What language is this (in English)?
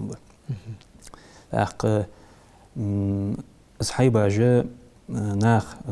Ingush